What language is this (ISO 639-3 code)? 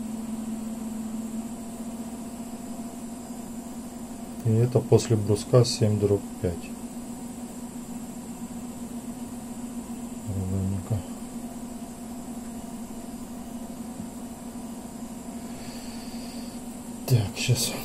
rus